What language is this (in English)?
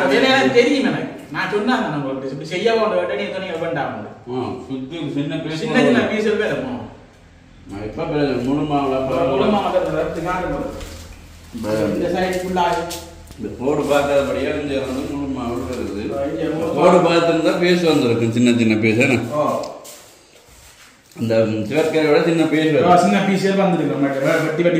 Tamil